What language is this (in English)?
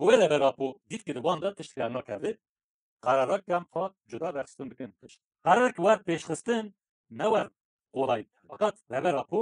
Kurdish